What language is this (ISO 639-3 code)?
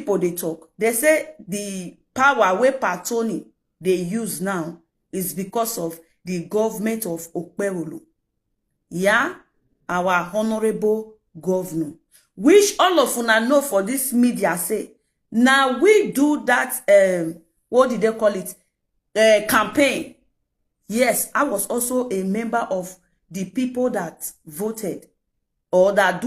pcm